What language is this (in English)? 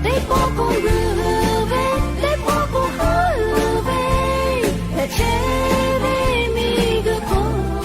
Lahu